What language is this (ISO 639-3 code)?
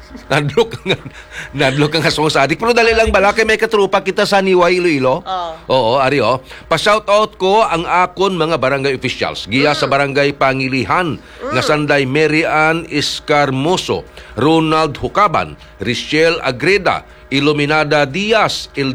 hil